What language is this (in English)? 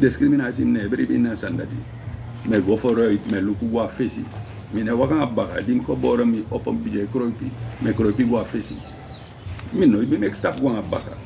Sranan Tongo